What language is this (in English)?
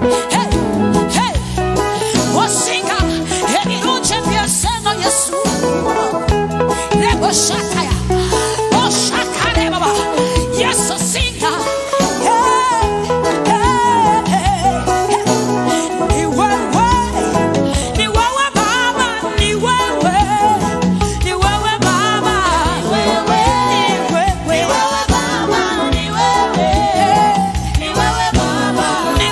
Swahili